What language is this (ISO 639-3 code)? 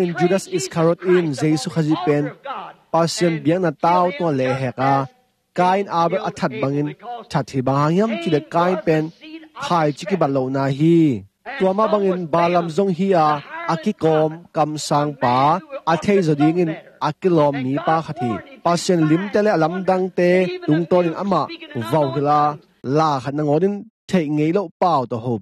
ctd